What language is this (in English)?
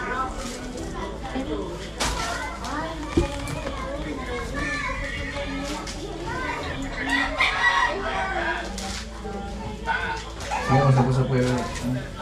Filipino